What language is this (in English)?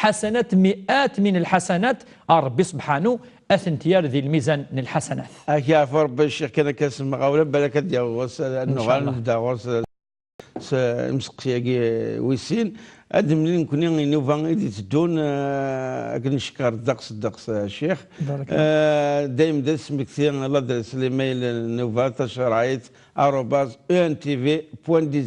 Kabyle